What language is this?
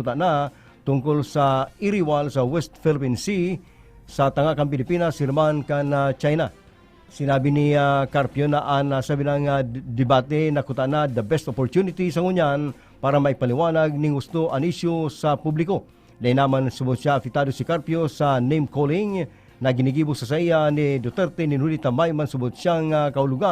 Bikol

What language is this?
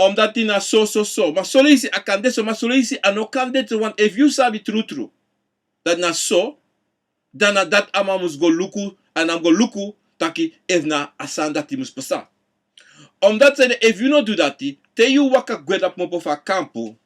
Sranan Tongo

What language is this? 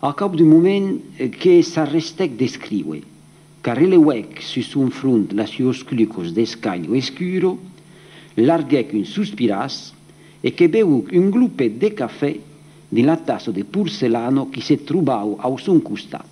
Occitan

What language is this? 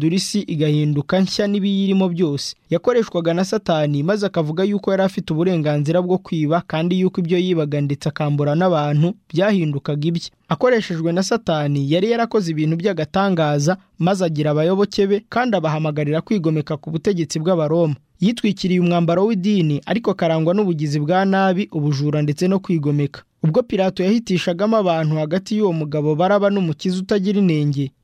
Kinyarwanda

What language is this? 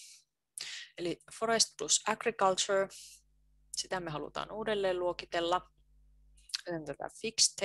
Finnish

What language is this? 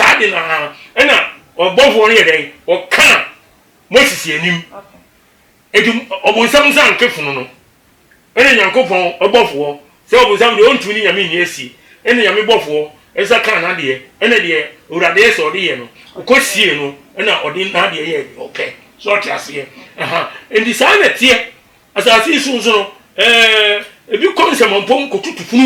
Akan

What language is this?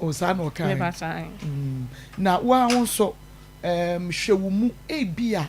Akan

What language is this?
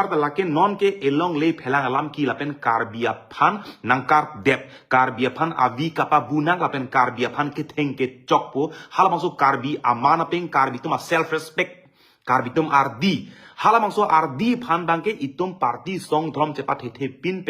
Karbi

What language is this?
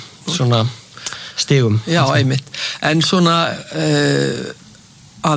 Icelandic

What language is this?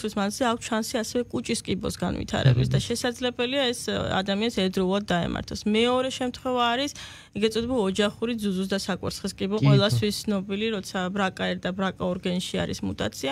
Georgian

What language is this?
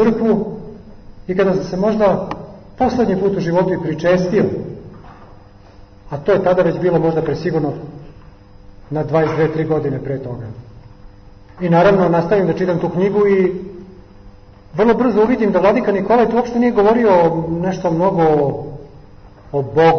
Serbian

